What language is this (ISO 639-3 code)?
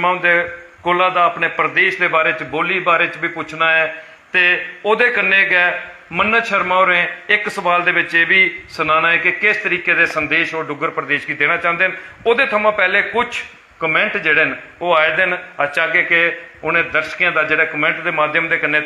doi